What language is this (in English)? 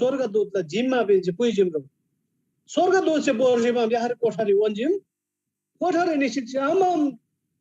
Eastern Tamang